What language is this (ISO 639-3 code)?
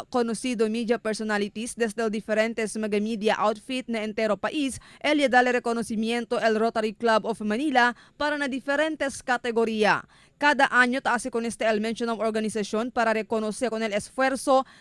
cbk